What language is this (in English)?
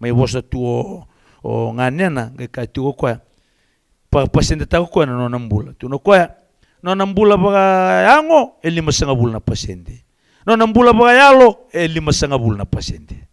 Fijian